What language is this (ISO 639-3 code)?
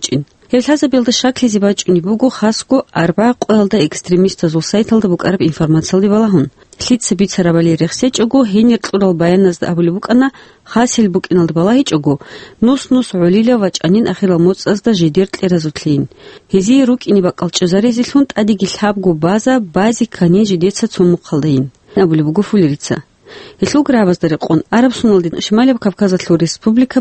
ava